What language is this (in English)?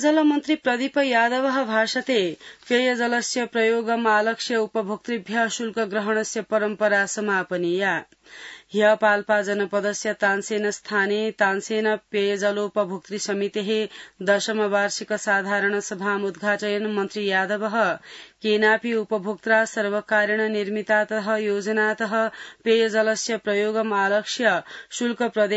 Sanskrit